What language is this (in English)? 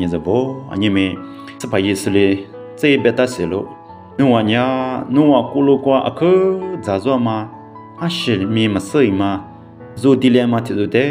Lisu